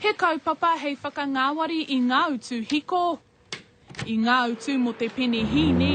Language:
Māori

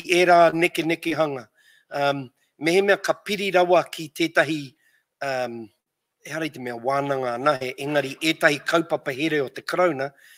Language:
Māori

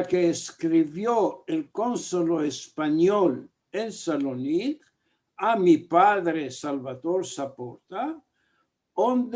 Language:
Ladino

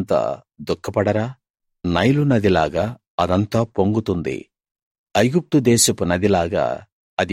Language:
Telugu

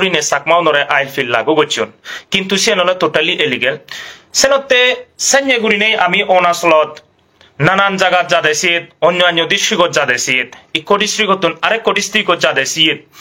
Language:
Chakma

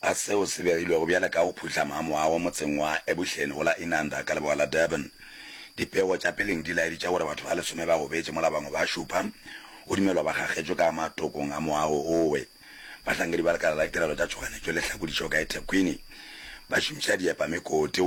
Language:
Northern Sotho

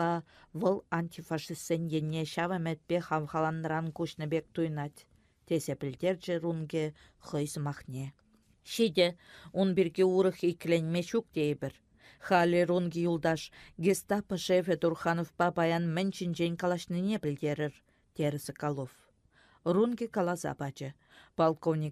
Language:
Chuvash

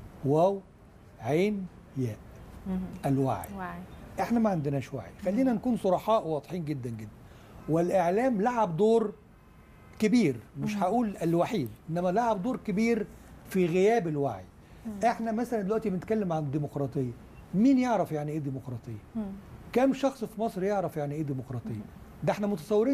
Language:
Egyptian Arabic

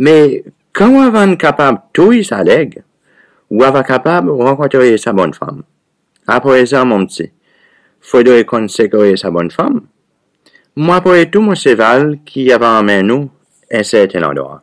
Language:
Seselwa Creole French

